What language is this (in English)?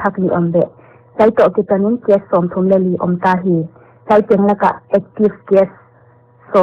Paite Chin